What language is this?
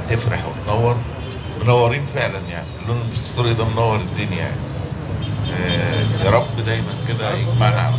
Egyptian Arabic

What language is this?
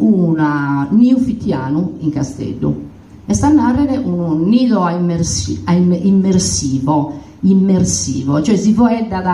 Sardinian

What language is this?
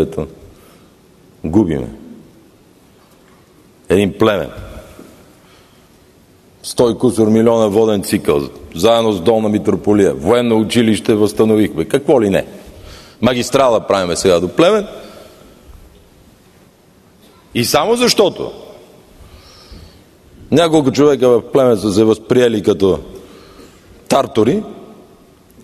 Bulgarian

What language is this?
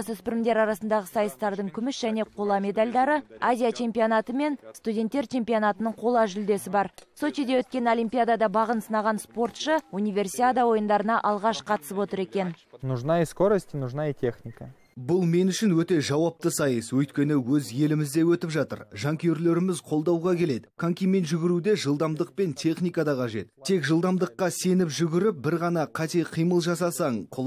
Kazakh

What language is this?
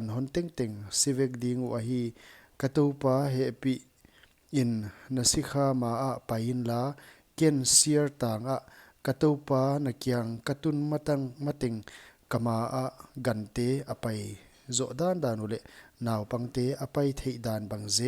Paite Chin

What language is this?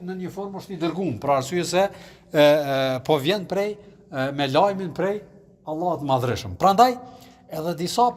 Albanian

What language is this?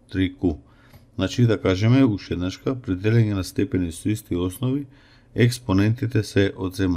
Macedonian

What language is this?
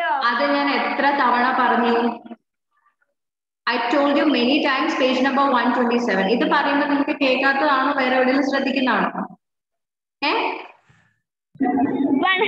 Malayalam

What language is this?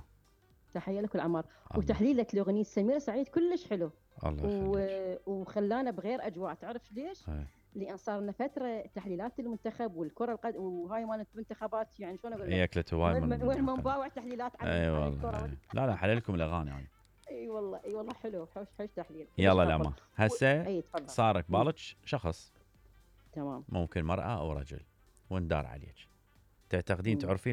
Mesopotamian Arabic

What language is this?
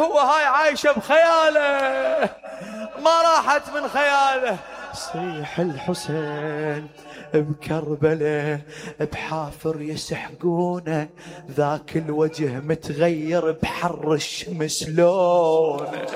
Mesopotamian Arabic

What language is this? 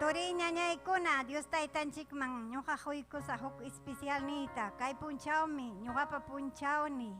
Ayacucho Quechua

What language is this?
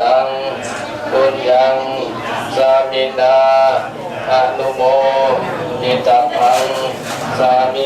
Pali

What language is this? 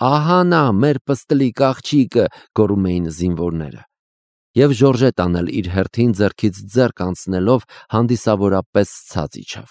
Armenian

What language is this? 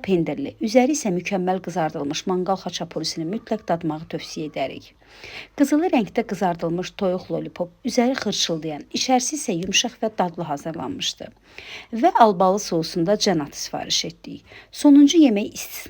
Azerbaijani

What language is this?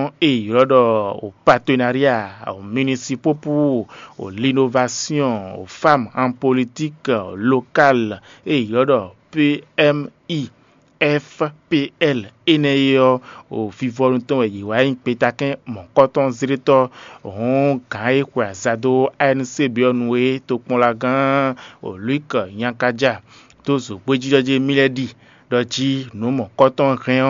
Fon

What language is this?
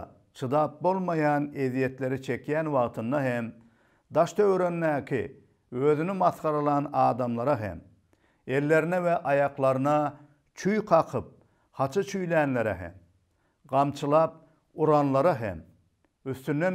Turkmen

